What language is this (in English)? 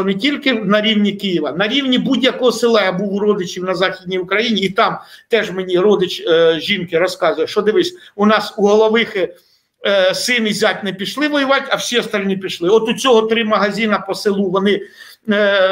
Ukrainian